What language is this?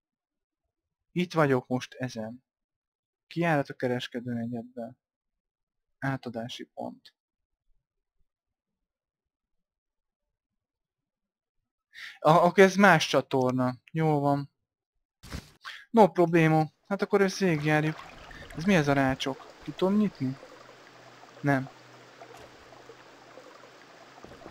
Hungarian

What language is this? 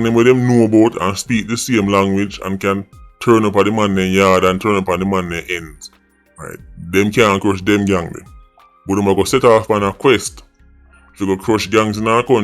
Jamaican Creole English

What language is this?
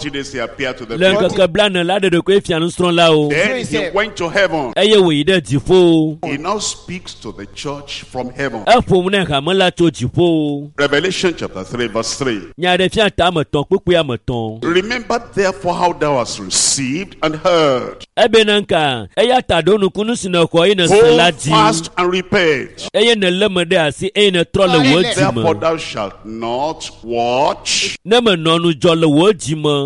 Ewe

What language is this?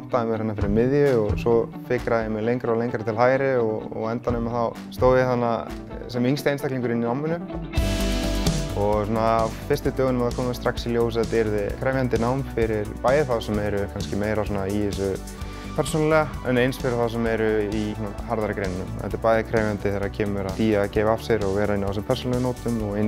Icelandic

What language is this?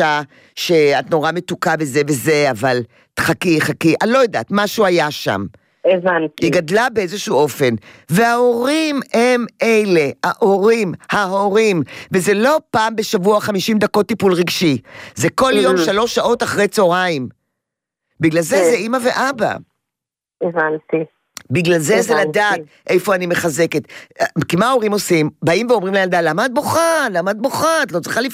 Hebrew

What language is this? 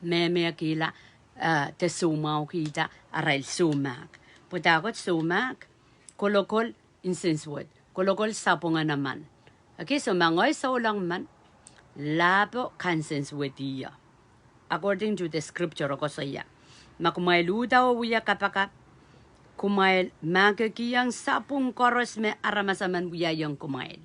Pohnpeian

